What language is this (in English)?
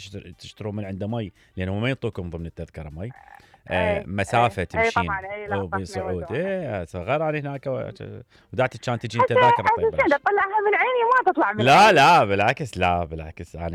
Mesopotamian Arabic